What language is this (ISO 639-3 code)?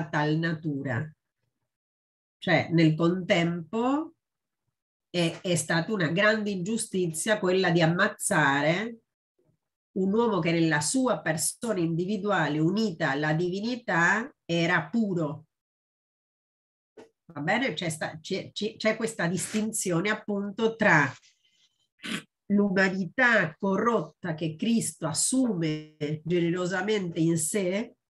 ita